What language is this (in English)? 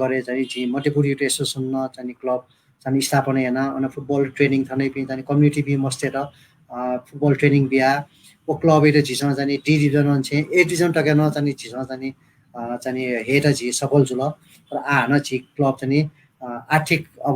Newari